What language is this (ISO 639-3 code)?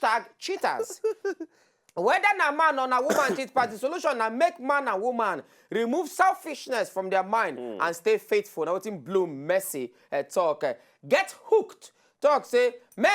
pcm